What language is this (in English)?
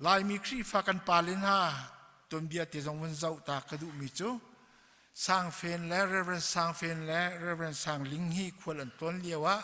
Hakha Chin